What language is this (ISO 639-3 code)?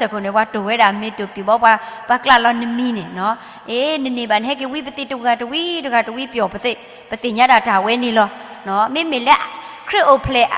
ksw